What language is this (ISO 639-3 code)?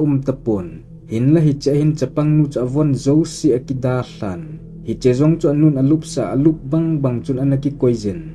tcz